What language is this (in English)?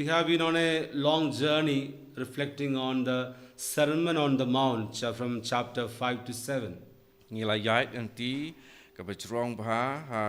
Khasi